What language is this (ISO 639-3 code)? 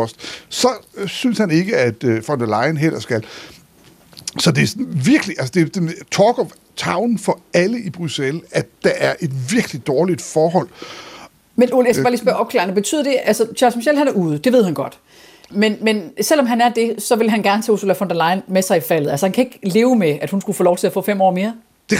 dan